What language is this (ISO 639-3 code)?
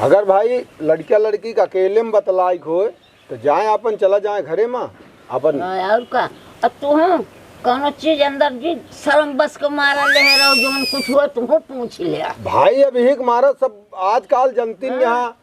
awa